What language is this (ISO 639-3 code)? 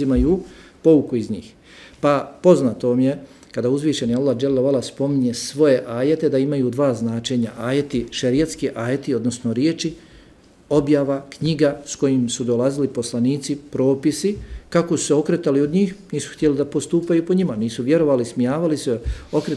bos